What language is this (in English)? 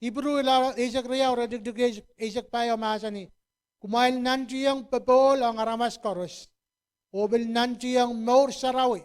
Pohnpeian